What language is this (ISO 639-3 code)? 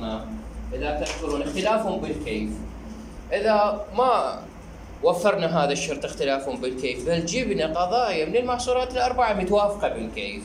acm